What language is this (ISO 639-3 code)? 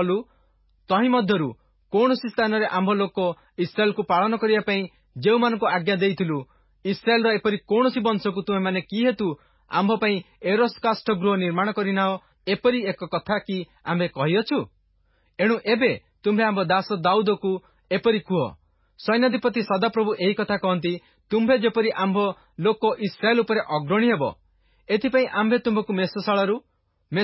ori